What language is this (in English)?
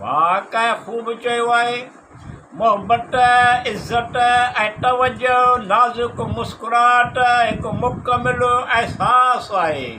Sindhi